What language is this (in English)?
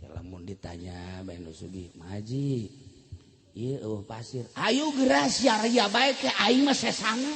Sundanese